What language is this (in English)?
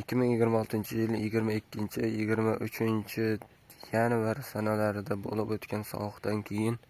Uzbek